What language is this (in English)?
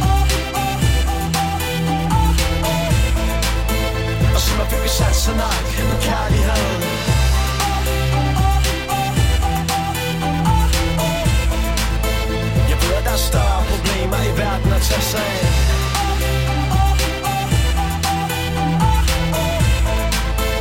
Danish